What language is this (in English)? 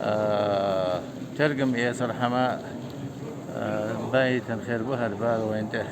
Chechen